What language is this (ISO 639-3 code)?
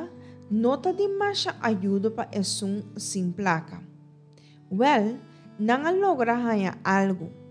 pap